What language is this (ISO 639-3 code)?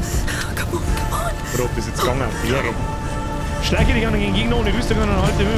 bar